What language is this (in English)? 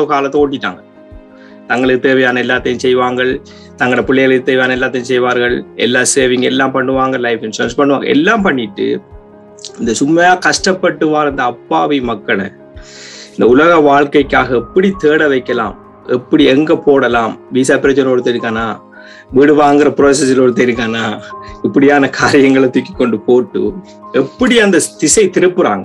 Tamil